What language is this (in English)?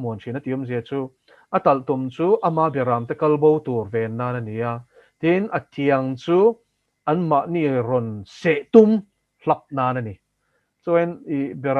Mizo